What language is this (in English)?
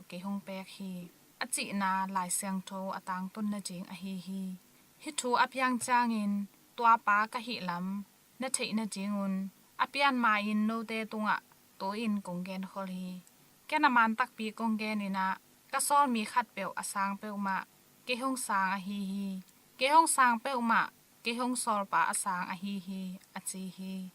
Tedim Chin